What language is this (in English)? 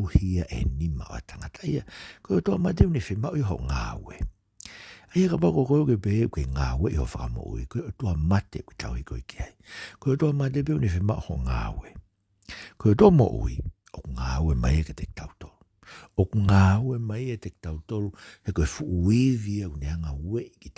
Tongan